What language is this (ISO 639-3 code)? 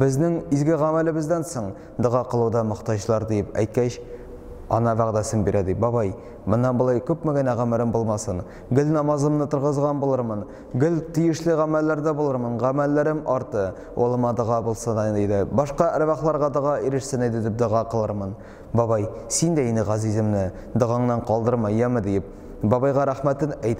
tat